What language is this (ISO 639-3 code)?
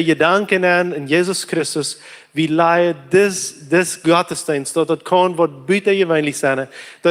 pdt